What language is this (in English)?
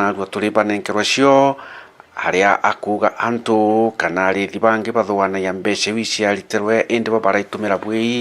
Meru